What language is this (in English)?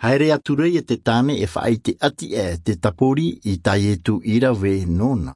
Tahitian